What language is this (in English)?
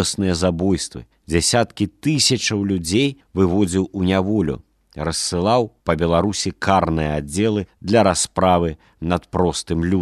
Belarusian